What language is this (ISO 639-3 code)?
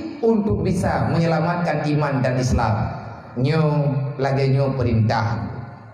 ace